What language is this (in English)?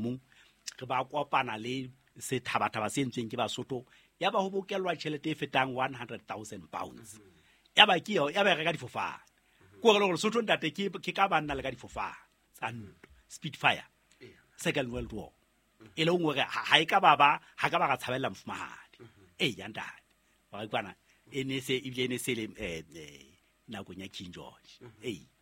Southern Sotho